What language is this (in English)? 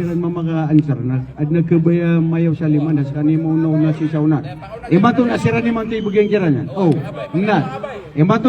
Maranao